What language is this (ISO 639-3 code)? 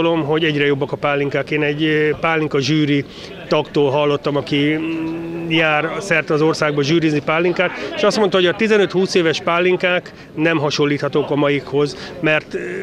hun